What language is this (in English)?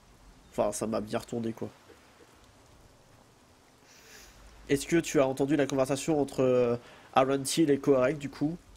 French